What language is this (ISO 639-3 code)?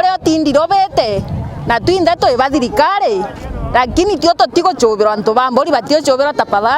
kik